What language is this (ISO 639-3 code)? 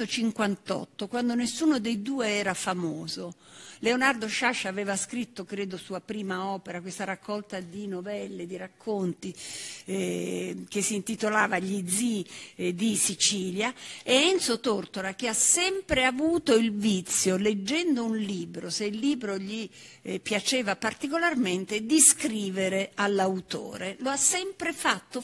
ita